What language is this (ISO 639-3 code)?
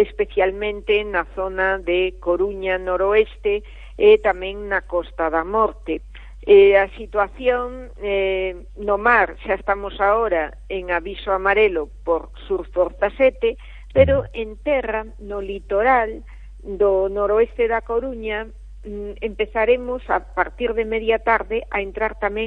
glg